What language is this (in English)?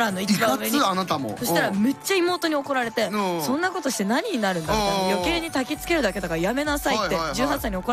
Japanese